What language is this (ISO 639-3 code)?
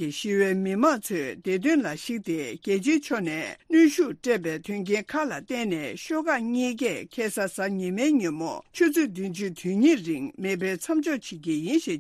bod